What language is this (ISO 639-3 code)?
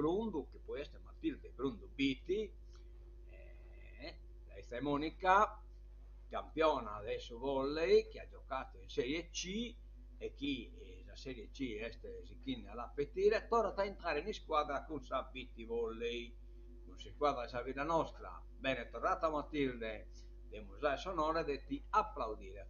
srd